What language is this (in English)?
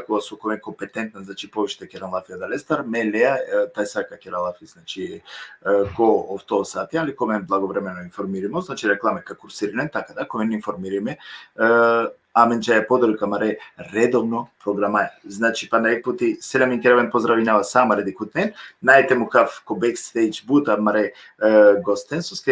Balkan Romani